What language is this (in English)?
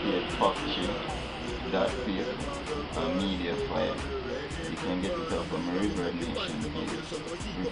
Jamaican Creole English